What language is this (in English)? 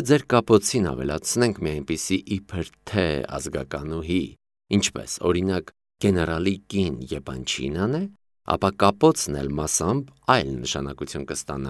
Armenian